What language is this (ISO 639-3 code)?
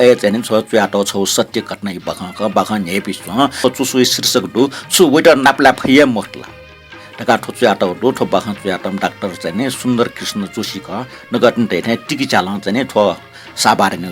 new